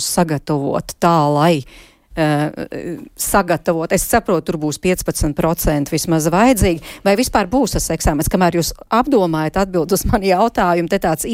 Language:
Latvian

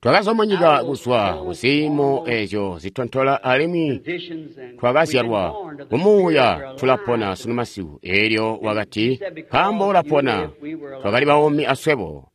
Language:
Tonga (Zambia)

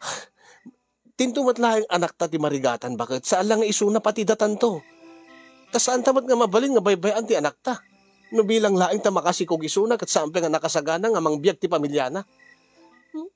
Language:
Iloko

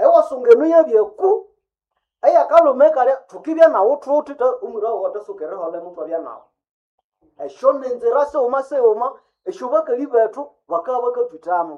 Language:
Nande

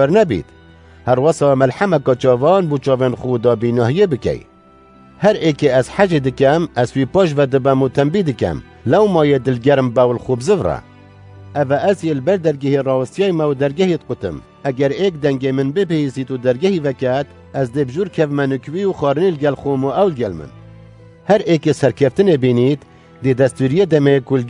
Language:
Kurdish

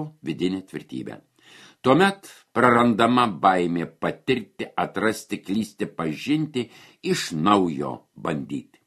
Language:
Lithuanian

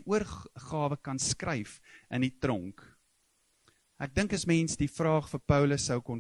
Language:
Afrikaans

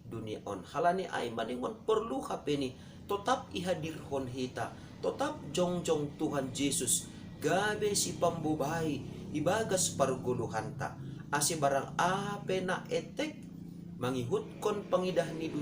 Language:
Batak Simalungun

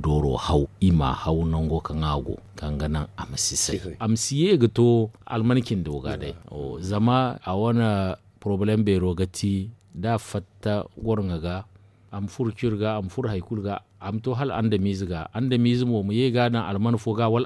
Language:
Zarma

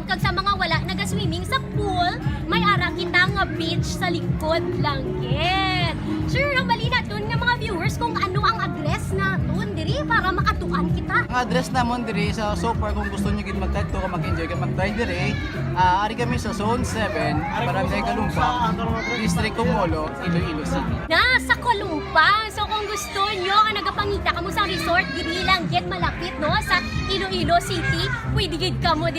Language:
Hiligaynon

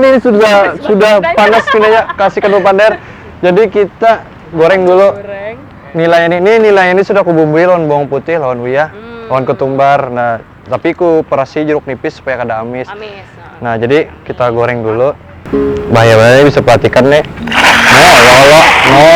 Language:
Banjar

